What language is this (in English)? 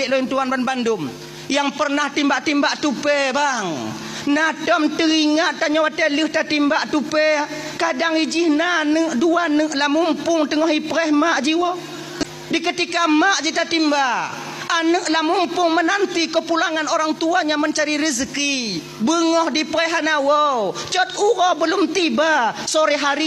Achinese